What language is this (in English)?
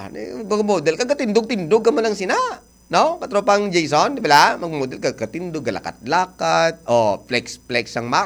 Hiligaynon